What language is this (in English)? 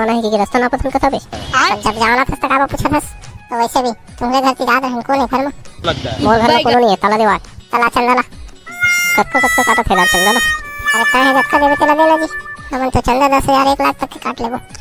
Chhattisgarhi